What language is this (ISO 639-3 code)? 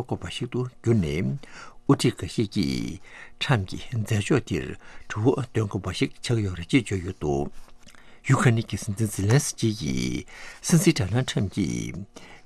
bod